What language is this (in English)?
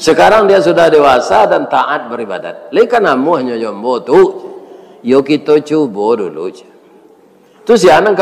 Minangkabau